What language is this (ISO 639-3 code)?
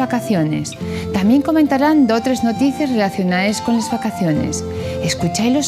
ast